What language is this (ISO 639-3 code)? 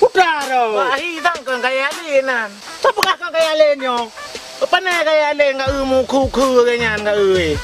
ace